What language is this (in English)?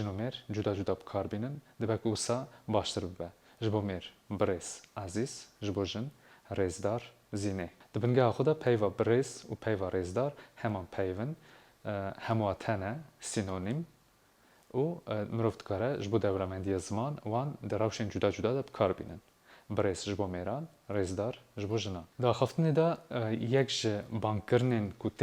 Kurdish